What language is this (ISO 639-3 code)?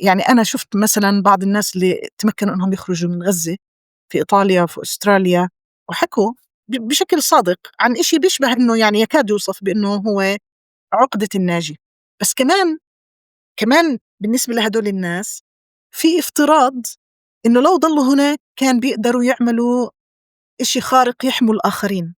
apc